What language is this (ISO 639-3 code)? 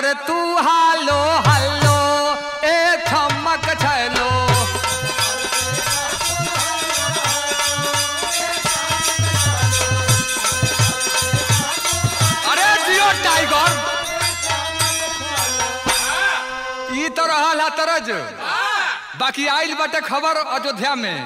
bho